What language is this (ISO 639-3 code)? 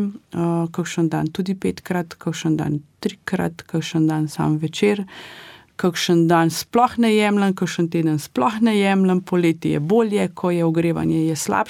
slv